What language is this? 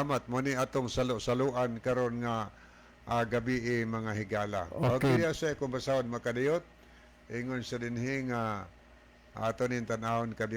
Cebuano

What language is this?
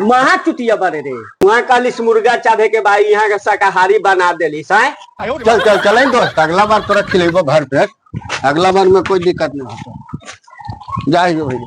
Magahi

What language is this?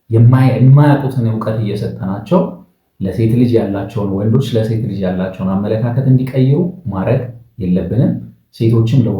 Amharic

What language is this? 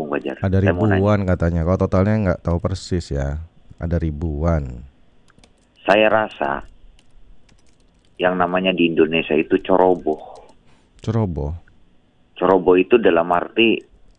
Indonesian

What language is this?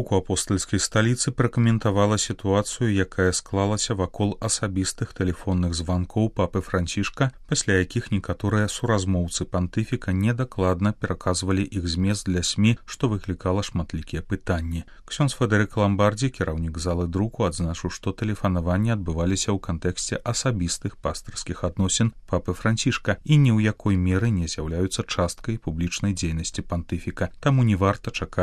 Belarusian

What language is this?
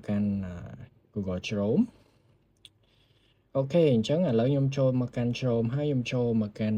Khmer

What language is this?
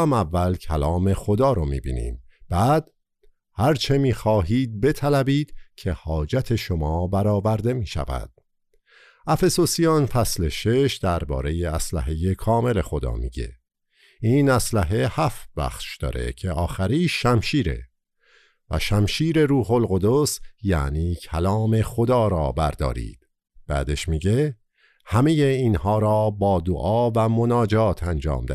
Persian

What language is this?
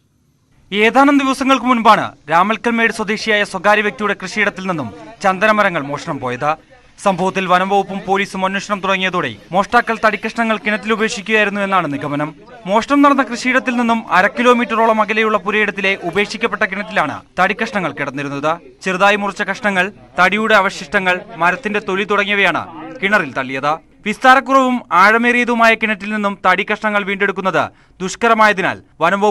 Malayalam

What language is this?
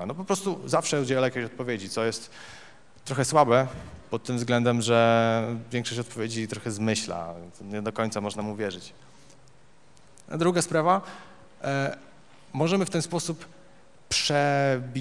Polish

